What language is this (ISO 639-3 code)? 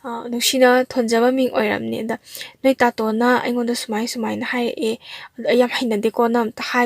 mni